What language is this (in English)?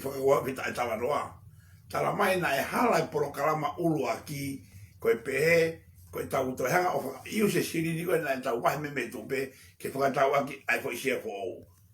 Tongan